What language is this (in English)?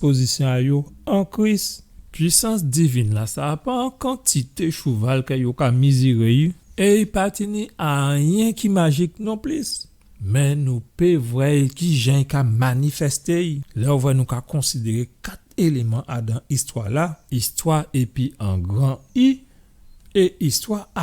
Guadeloupean Creole French